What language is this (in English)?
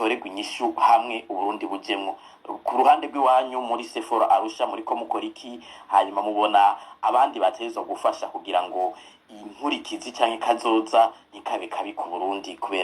Rundi